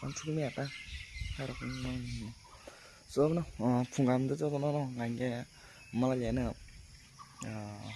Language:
Kok Borok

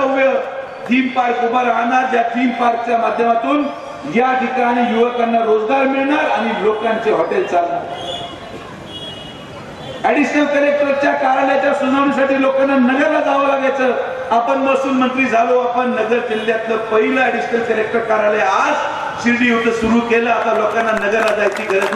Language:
Marathi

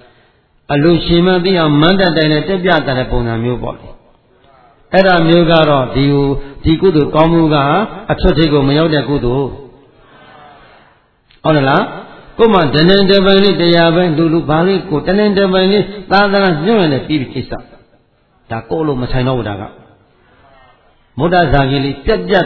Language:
Burmese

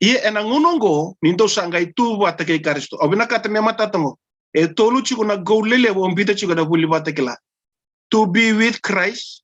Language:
Fijian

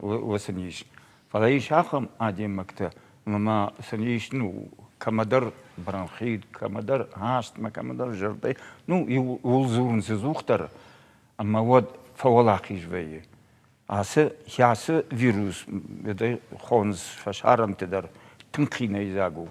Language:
Ossetic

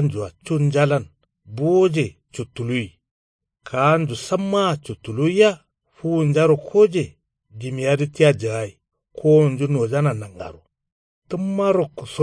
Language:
Kanuri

